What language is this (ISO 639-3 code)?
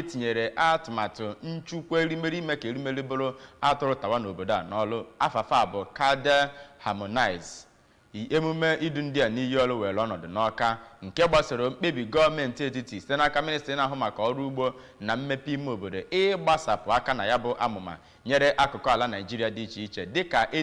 ibo